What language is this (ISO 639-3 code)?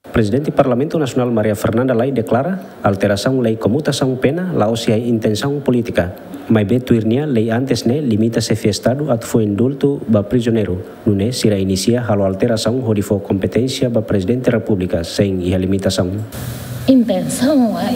tet